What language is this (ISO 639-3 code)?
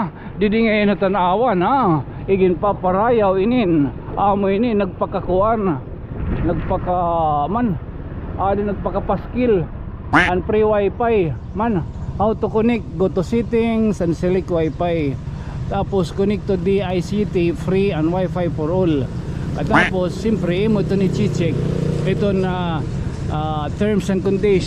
war